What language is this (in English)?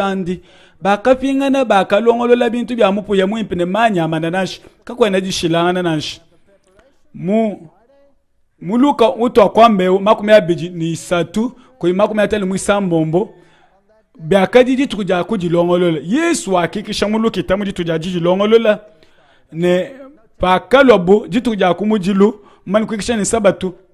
Luba-Lulua